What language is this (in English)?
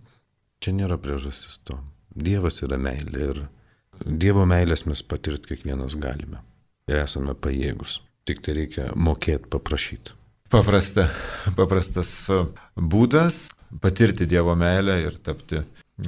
Lithuanian